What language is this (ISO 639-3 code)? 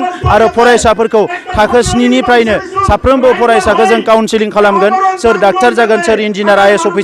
brx